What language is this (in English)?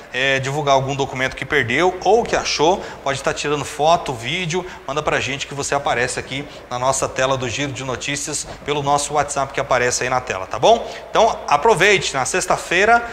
Portuguese